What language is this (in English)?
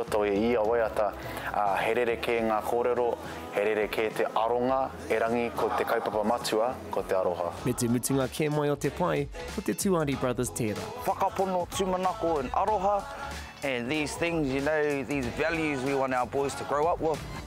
Māori